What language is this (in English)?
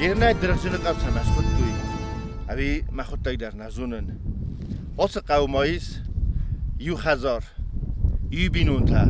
Ossetic